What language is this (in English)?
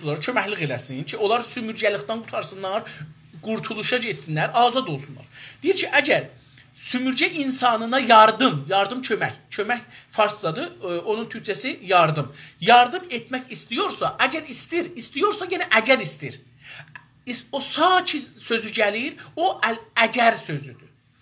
South Azerbaijani